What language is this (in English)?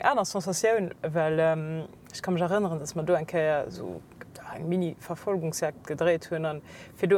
Luxembourgish